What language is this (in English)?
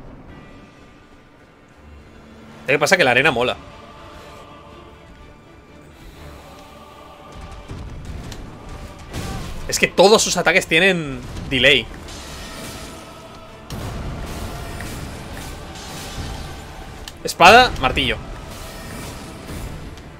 Spanish